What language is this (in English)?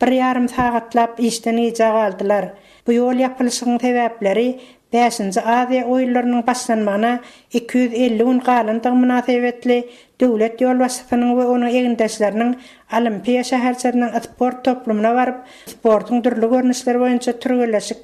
Turkmen